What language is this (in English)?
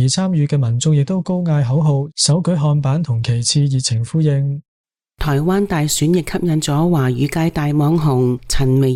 Cantonese